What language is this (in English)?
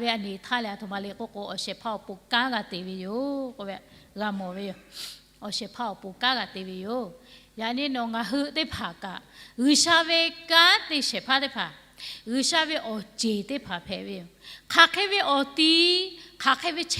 Lahu